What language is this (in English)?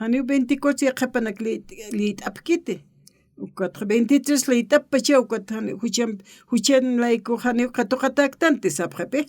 Aymara